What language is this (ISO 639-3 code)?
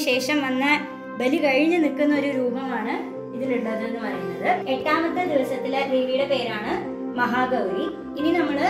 mal